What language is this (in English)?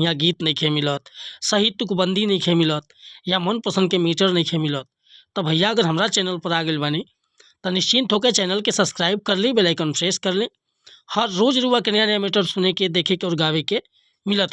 Bhojpuri